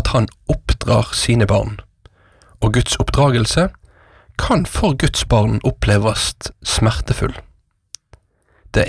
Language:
Norwegian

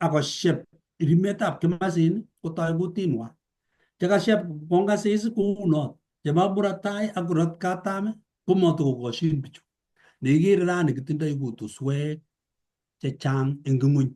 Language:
Kalenjin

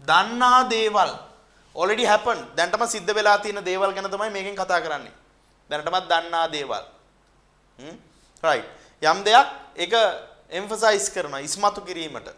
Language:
Sinhala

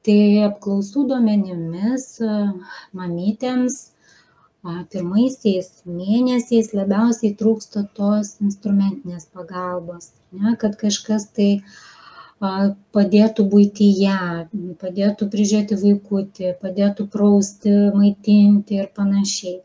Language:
Lithuanian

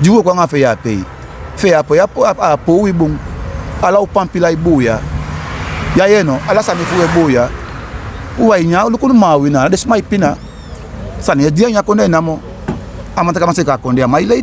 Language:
Sranan Tongo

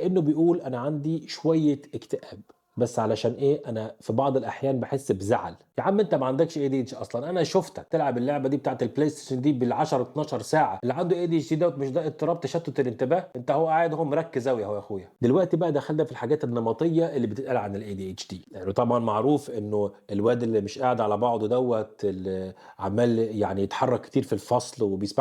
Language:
Egyptian Arabic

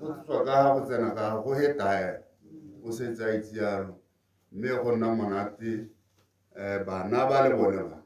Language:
Tswana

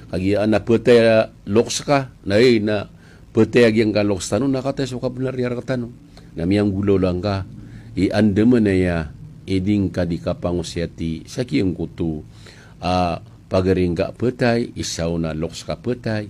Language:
Maranao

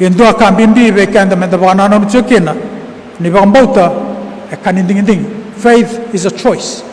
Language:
Fijian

